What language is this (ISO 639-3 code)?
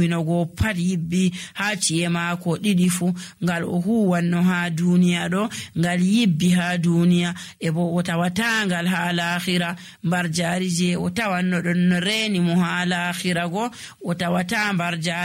fuv